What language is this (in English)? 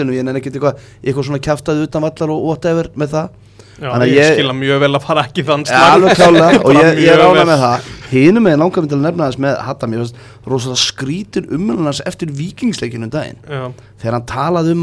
Icelandic